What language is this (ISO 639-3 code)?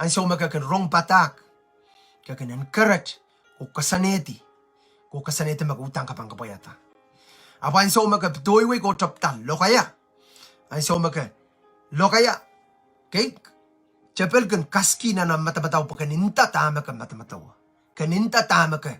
pon